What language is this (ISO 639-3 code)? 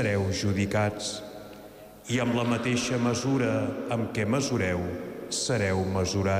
cat